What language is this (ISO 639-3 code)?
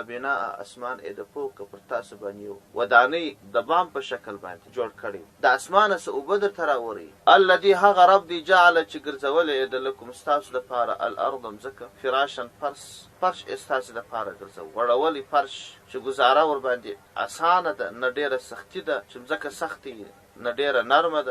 pus